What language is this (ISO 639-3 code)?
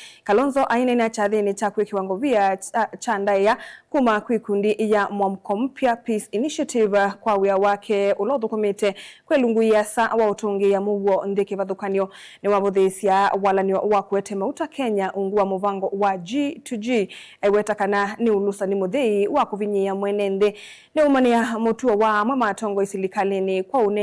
kam